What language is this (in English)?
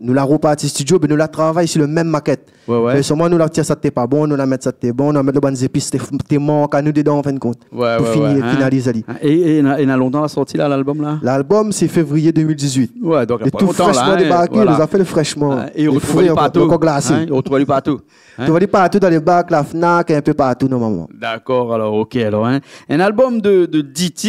Réunion Creole French